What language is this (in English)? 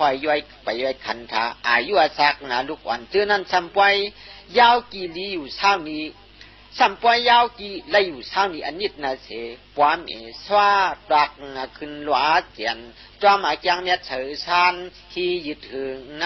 Shan